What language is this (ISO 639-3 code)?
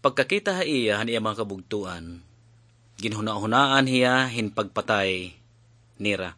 war